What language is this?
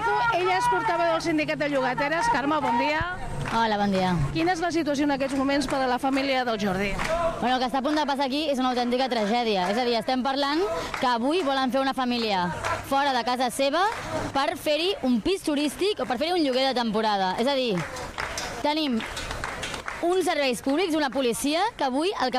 Catalan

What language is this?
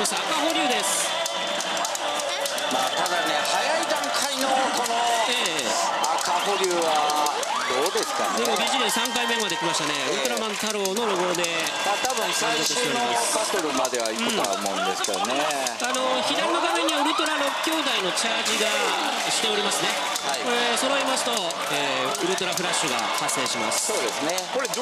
Japanese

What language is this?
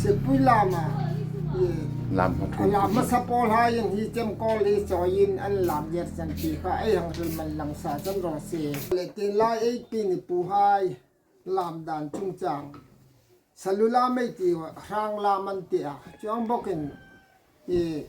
Hmar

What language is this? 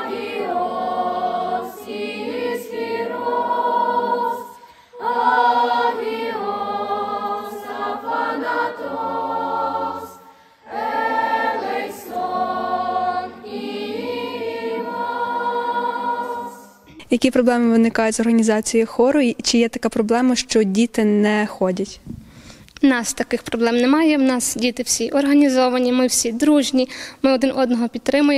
Ukrainian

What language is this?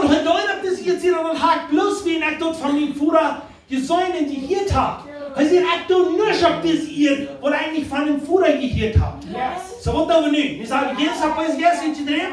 Plautdietsch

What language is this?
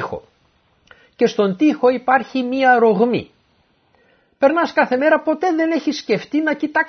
Greek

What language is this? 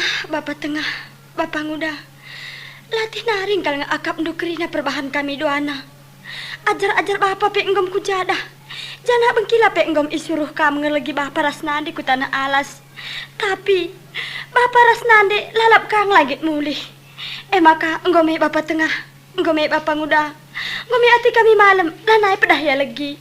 Batak Karo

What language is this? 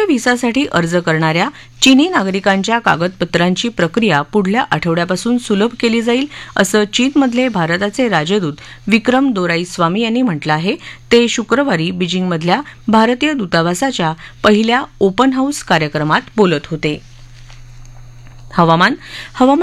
Marathi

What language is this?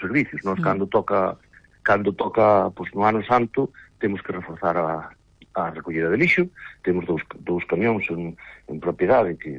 Galician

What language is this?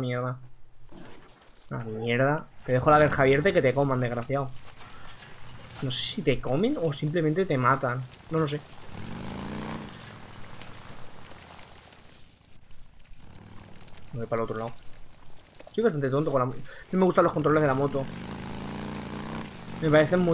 Spanish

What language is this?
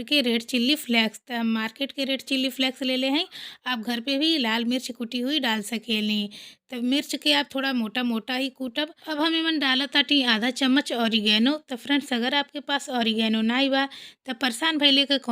Bhojpuri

